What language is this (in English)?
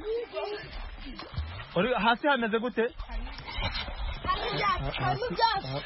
Kinyarwanda